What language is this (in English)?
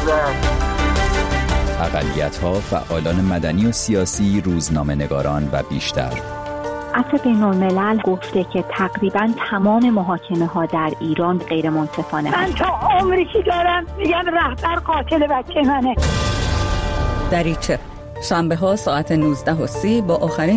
Persian